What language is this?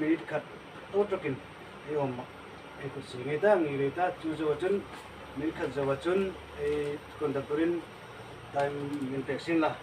Hmar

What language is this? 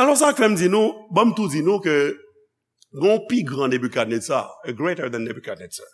Haitian Creole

